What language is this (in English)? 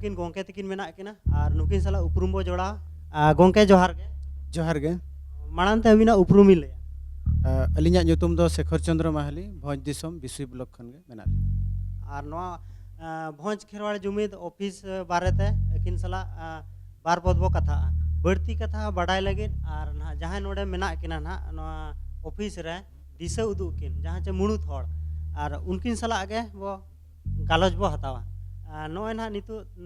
Santali